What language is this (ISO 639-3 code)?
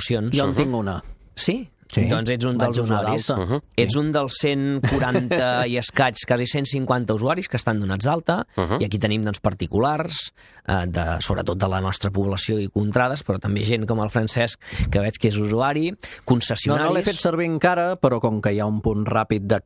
cat